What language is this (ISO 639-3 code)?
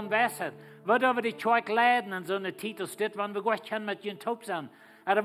pdt